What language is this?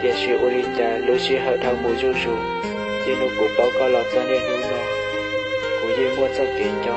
Hmong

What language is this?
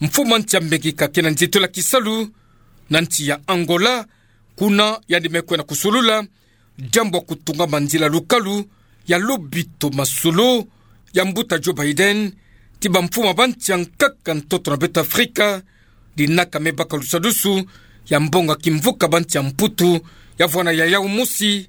Kituba (Democratic Republic of Congo)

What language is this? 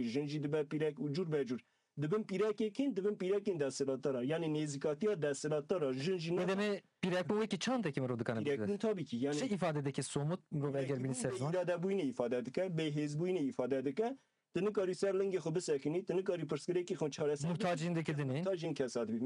Kurdish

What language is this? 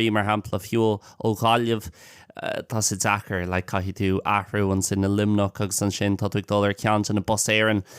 Irish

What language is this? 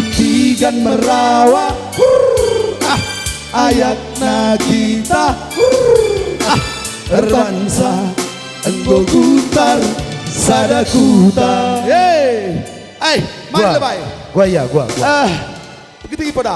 Batak Karo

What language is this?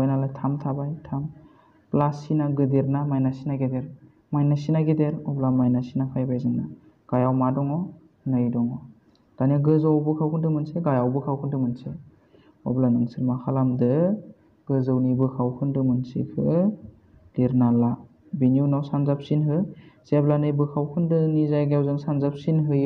Bodo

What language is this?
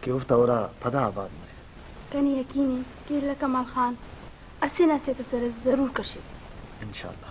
Brahui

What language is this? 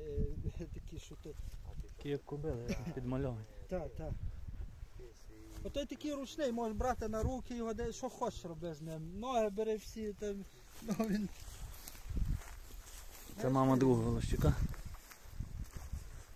Ukrainian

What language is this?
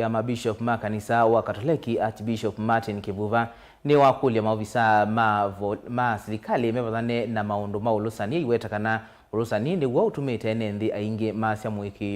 Kamba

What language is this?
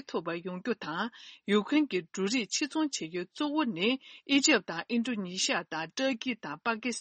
Tibetan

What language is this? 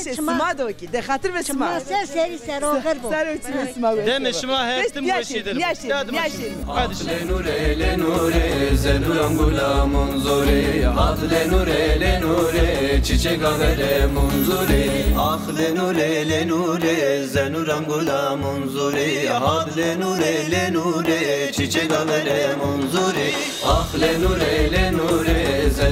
Zaza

